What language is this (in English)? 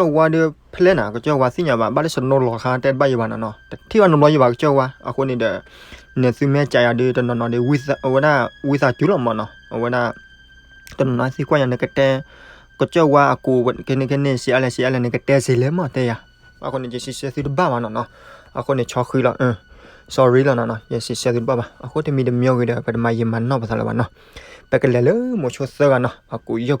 S'gaw Karen